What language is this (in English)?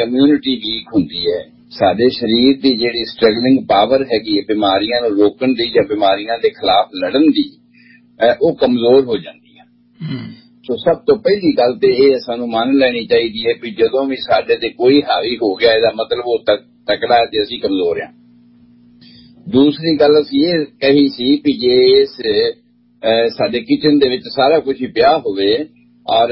Punjabi